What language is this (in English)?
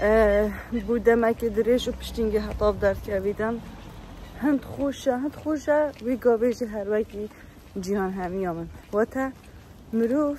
Kurdish